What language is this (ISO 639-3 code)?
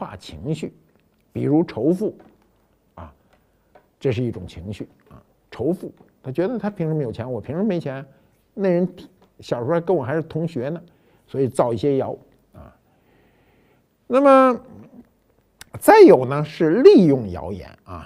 zho